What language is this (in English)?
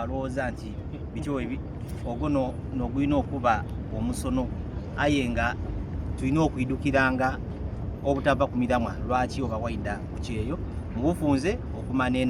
Soga